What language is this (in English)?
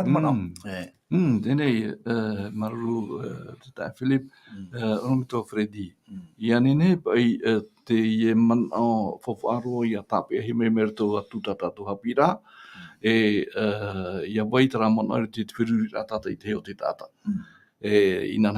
Tahitian